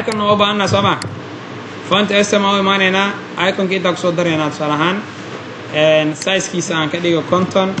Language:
Somali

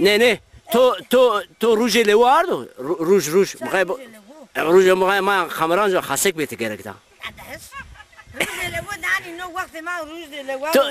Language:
Zaza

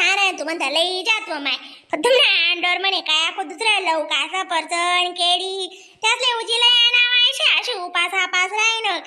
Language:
Khandesi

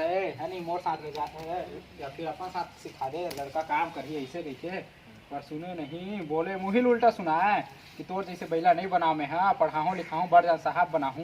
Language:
Chhattisgarhi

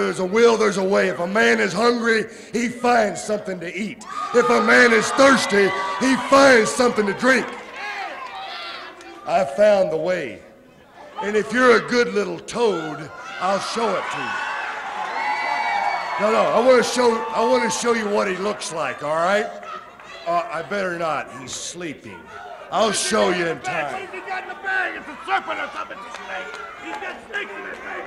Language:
English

